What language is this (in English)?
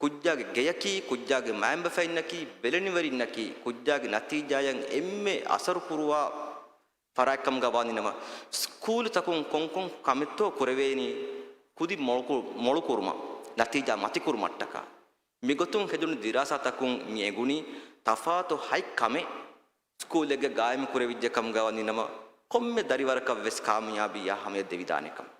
Divehi